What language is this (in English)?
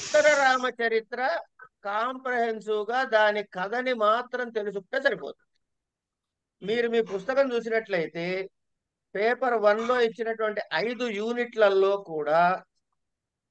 Telugu